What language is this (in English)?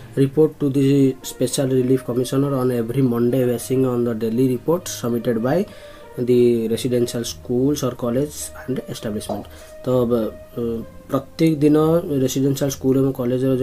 Odia